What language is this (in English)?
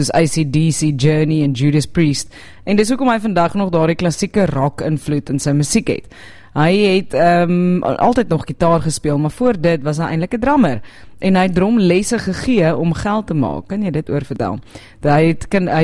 Afrikaans